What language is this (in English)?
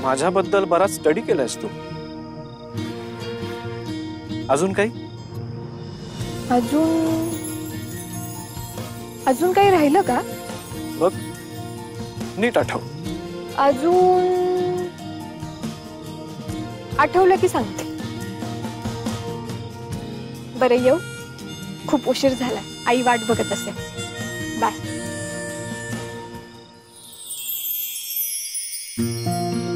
Marathi